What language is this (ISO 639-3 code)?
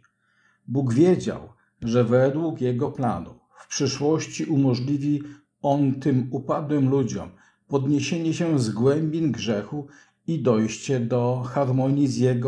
pol